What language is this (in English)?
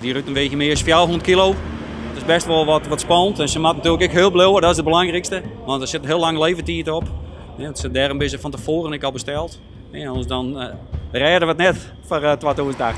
Western Frisian